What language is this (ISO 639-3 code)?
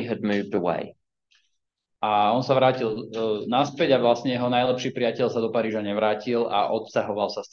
slk